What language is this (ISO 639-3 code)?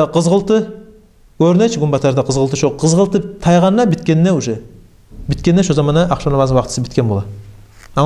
kum